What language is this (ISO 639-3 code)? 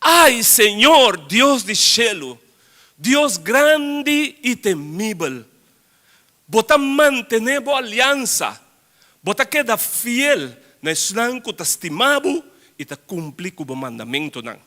pap